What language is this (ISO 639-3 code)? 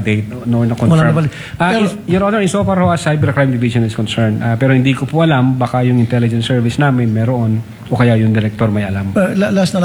fil